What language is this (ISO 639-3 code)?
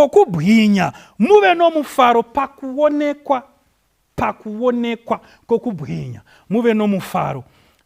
sna